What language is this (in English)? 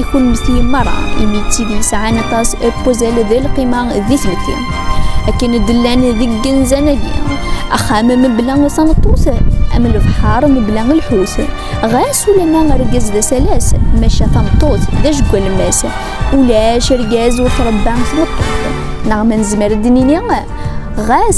Kabyle